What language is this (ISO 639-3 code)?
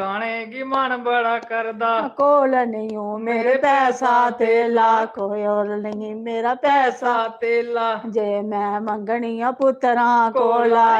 doi